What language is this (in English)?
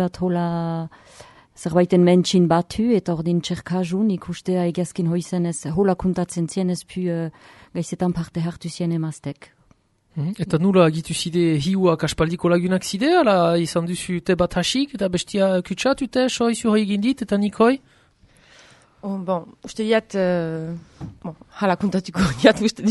Basque